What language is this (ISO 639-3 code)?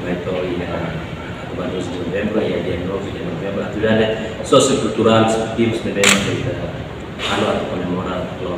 tet